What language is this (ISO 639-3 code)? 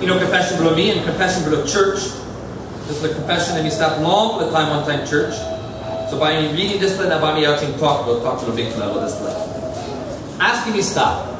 tpi